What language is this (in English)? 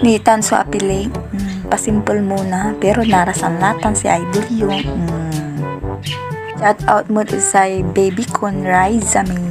Pangasinan